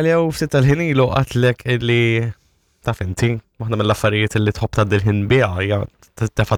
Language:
Maltese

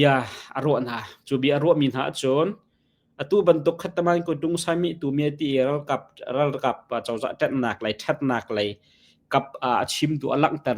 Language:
Hakha Chin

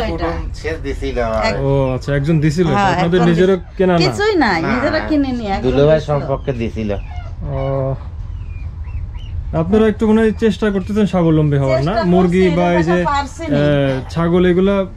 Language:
Bangla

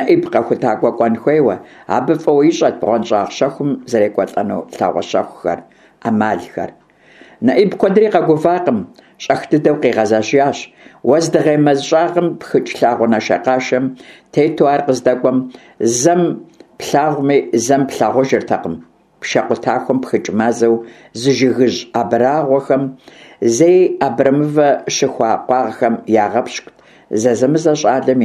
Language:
Kabardian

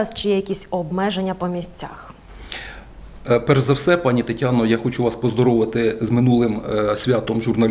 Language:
Ukrainian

